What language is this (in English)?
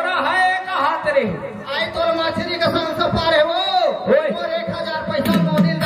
Chhattisgarhi